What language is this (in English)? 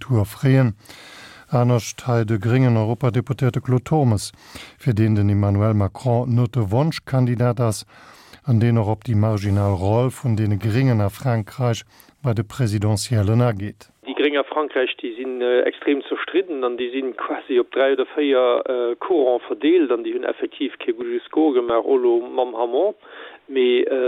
Luxembourgish